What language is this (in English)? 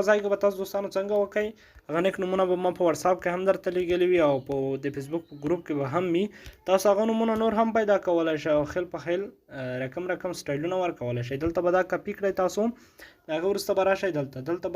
Pashto